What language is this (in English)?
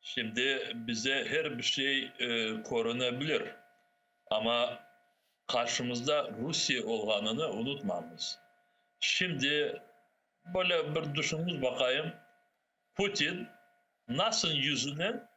Crimean Tatar